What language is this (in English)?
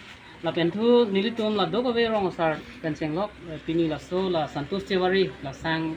Karbi